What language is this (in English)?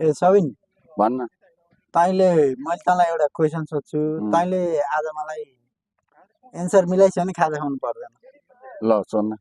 Nepali